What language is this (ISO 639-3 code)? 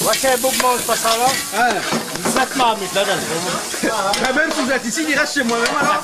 rcf